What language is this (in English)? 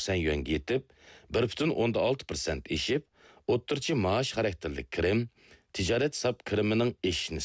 Uyghur